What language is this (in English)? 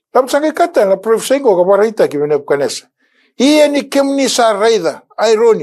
Fijian